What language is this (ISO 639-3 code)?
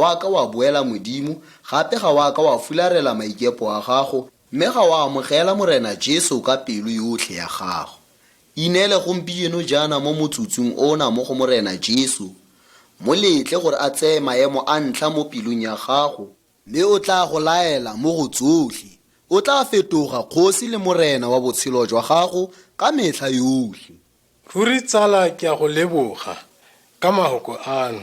tsn